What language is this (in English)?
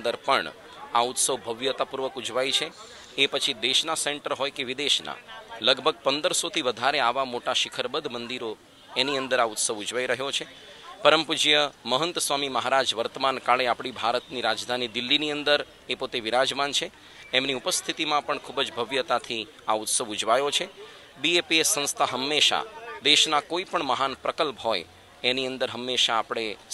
Gujarati